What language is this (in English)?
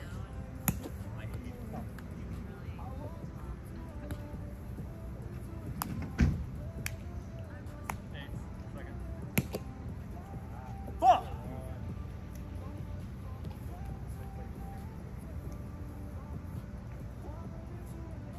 English